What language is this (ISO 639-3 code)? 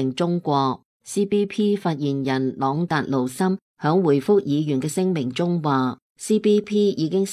yue